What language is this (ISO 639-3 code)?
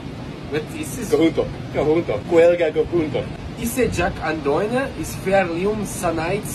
gle